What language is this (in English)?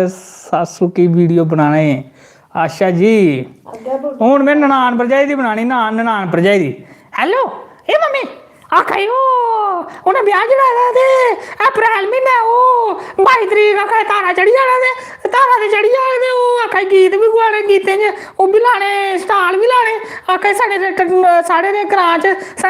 Dogri